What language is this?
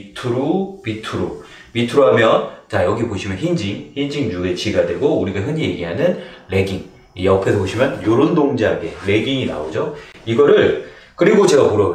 Korean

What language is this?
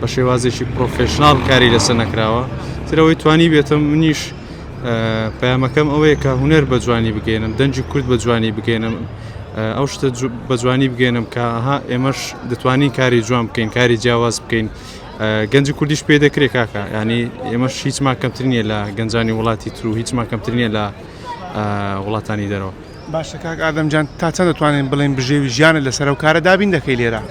Central Kurdish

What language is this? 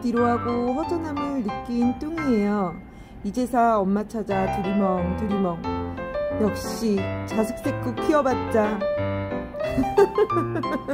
Korean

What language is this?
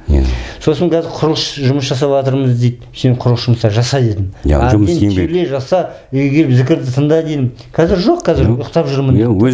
Kazakh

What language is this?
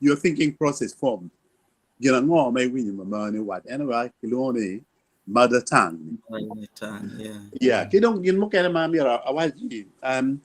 Acoli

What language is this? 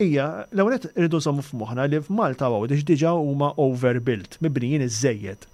Maltese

